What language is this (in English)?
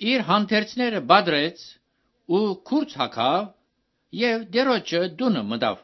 Armenian